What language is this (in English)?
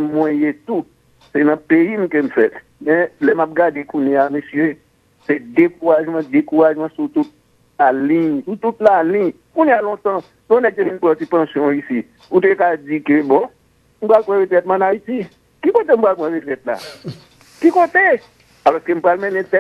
Haitian Creole